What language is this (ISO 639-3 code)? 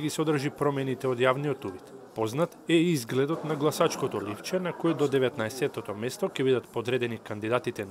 mkd